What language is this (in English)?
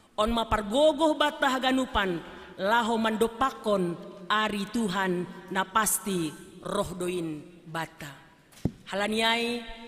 Batak Simalungun